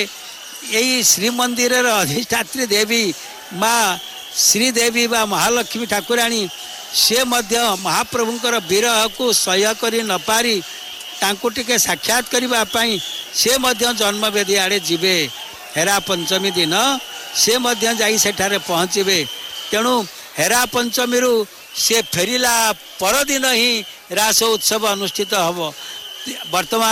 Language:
Odia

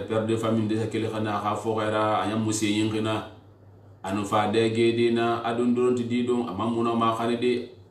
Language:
Susu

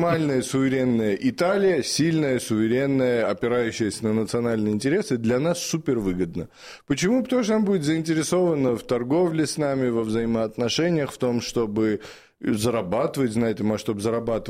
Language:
Russian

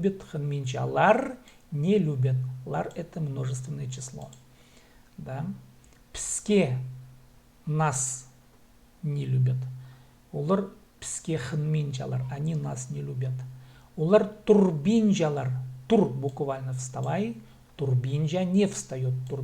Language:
Khakas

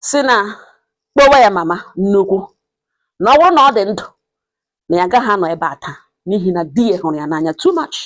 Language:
Igbo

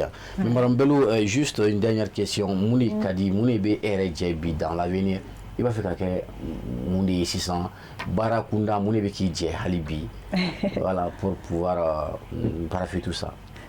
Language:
Bambara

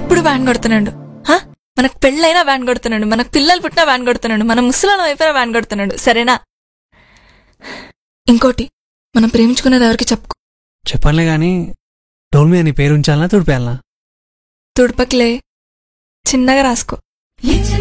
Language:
Telugu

